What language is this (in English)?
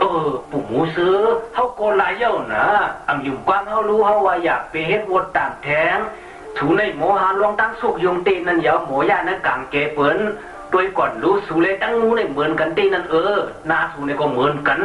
Shan